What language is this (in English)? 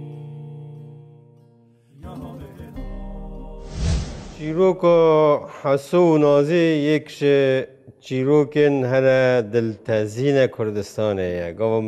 Kurdish